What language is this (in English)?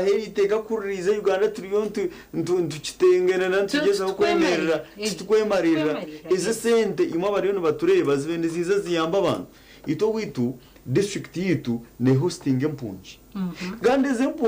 Nyankole